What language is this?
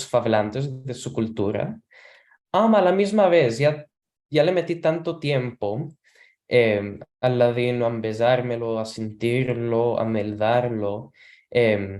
Ladino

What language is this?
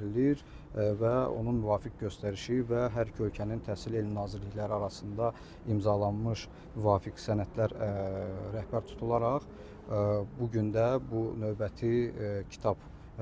Azerbaijani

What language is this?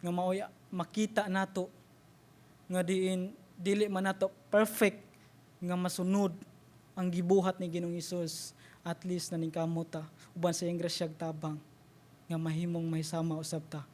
Cebuano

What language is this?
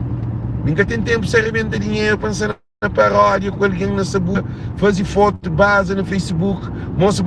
Kabuverdianu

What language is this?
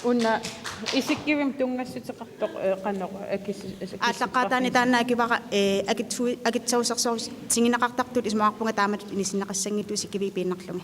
Kalaallisut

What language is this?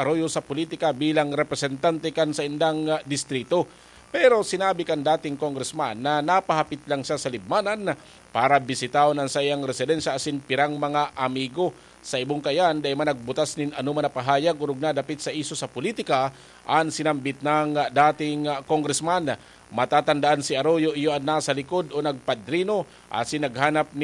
Bikol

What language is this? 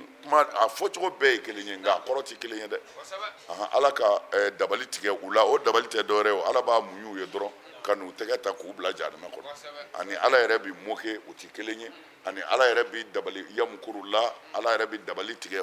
Bambara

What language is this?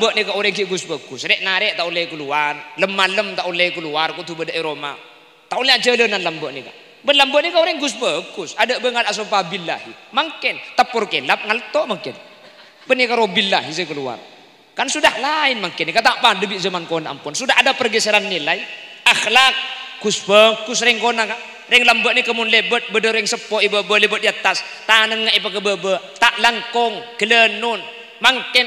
Madurese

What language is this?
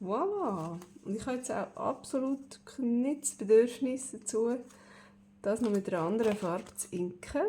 Swiss German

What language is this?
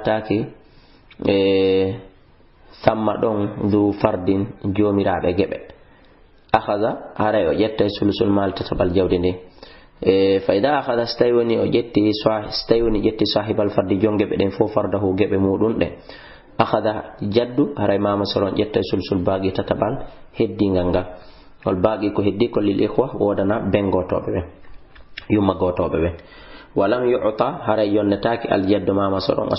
Fula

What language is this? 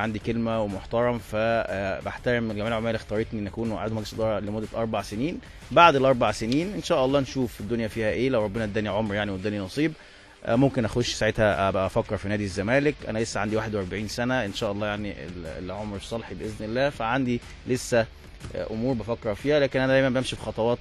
Egyptian Arabic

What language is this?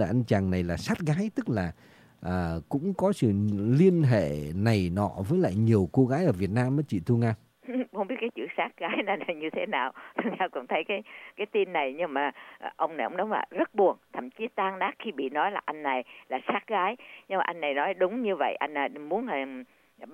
Vietnamese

